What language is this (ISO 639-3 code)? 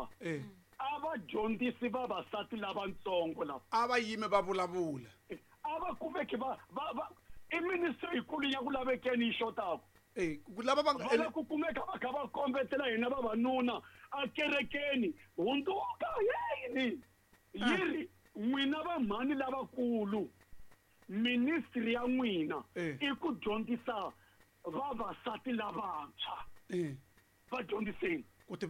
tso